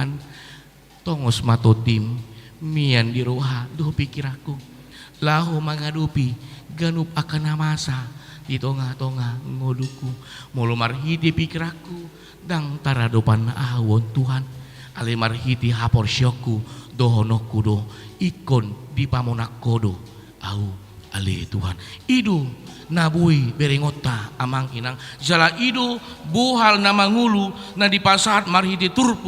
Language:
Batak Toba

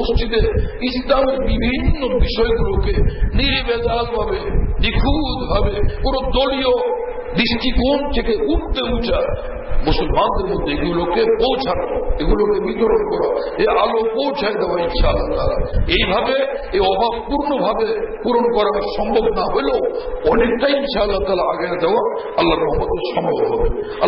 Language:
Bangla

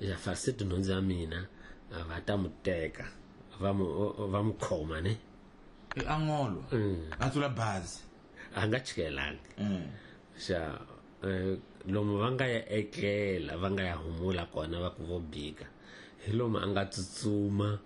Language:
Tsonga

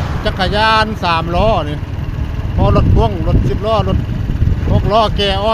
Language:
Northeastern Thai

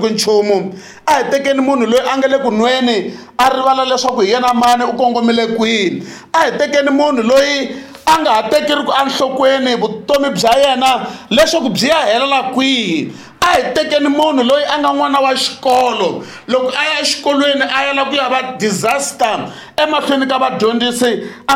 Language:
Tsonga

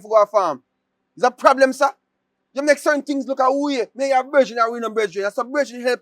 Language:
Jamaican Creole English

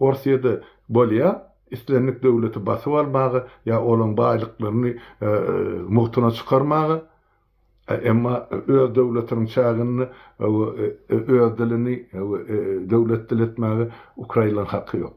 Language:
Turkmen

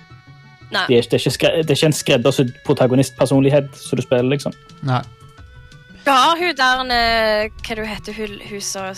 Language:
Norwegian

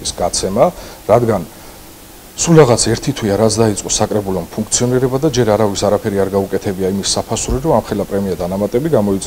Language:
Georgian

